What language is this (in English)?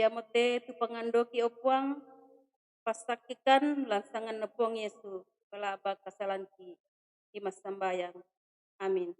Toraja-Sa'dan